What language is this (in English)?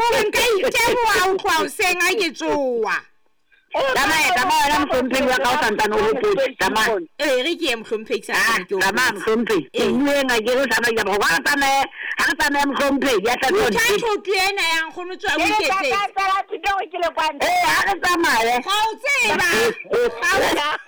Southern Sotho